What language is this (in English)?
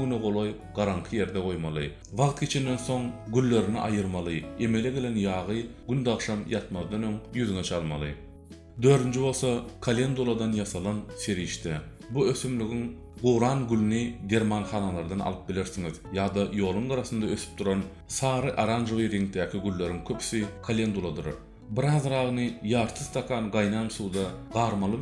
Turkmen